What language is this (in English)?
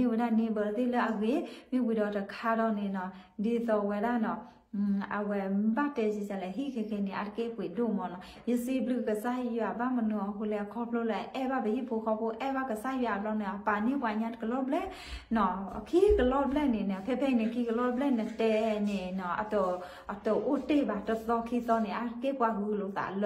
S'gaw Karen